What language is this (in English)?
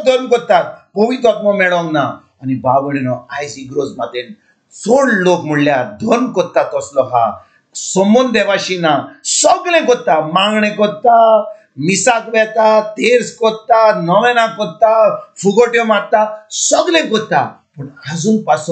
Konkani